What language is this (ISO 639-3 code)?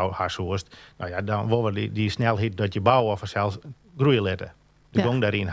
fry